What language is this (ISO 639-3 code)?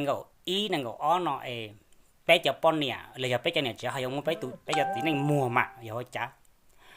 hmn